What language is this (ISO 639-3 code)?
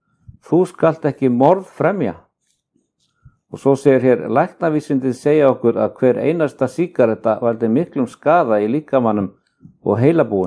isl